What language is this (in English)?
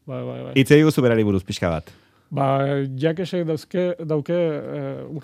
Basque